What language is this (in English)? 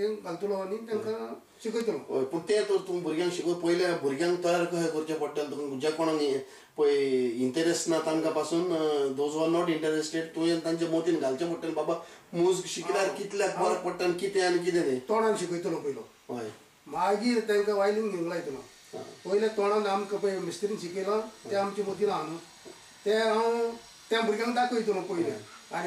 Konkani